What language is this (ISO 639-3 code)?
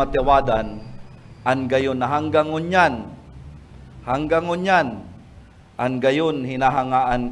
bik